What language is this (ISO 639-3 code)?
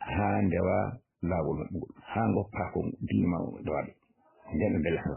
ful